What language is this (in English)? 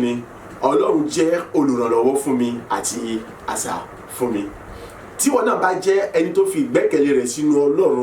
Yoruba